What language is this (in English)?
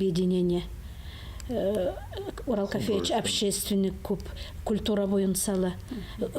Bashkir